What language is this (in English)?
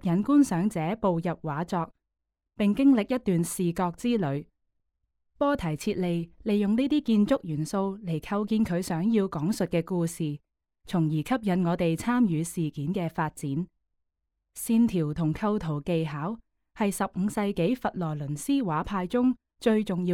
Cantonese